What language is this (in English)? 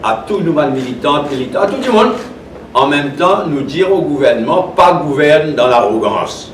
Morisyen